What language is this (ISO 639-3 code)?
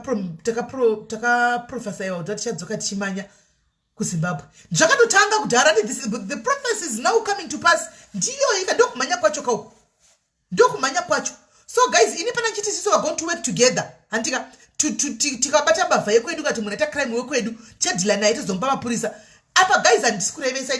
sna